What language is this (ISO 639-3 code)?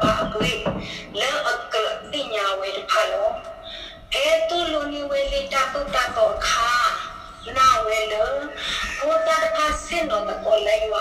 ksw